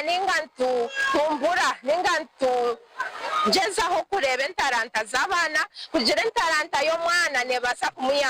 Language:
Nyankole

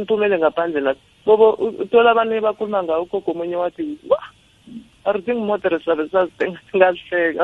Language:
South Ndebele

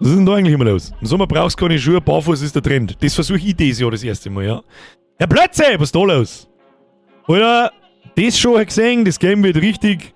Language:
Bavarian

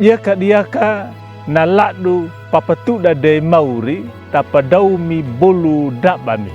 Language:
Anakalangu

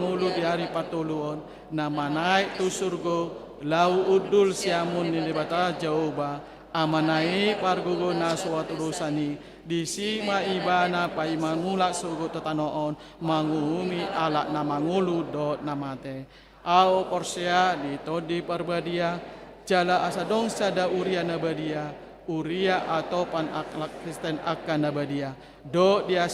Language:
Batak Toba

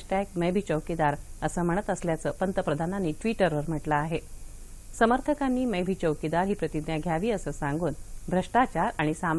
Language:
Marathi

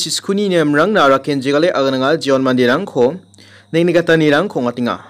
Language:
Garo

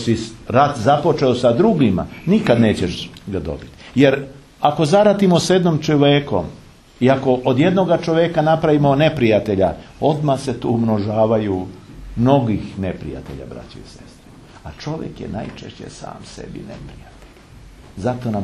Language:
Serbian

